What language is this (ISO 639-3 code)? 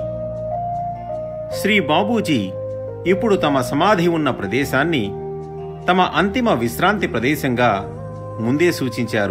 tel